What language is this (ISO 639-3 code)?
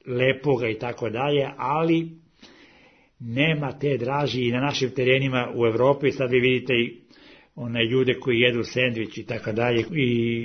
srp